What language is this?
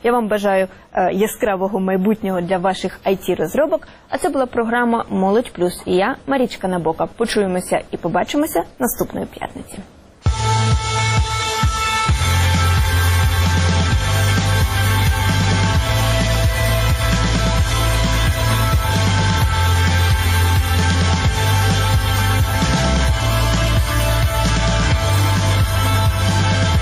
Ukrainian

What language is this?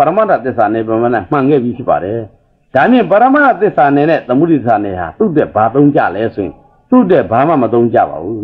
Burmese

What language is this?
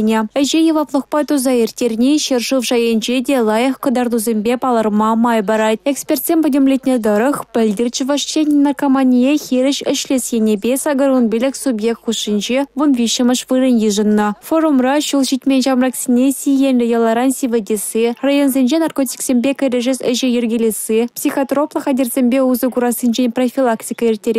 Chuvash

